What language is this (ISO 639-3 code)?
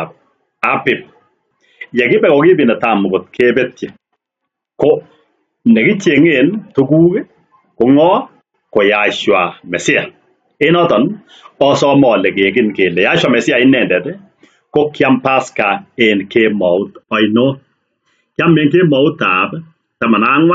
kln